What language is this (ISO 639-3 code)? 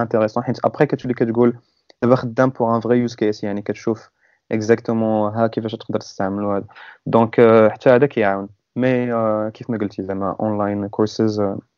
ary